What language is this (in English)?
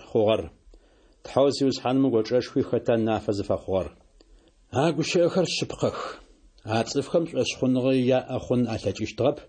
Adyghe